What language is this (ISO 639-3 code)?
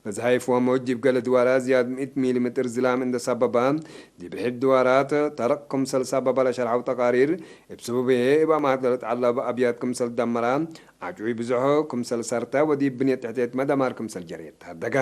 tig